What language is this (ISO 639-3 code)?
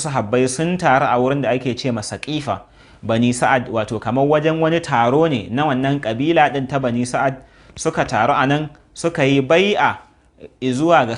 hau